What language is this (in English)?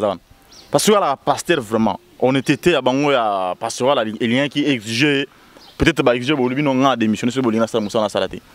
Lingala